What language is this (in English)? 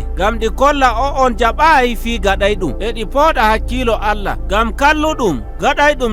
Nigerian Fulfulde